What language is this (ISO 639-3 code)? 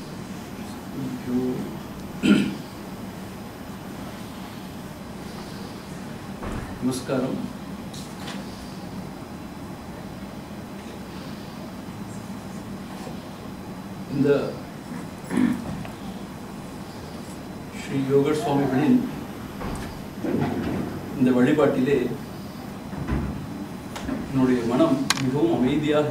tam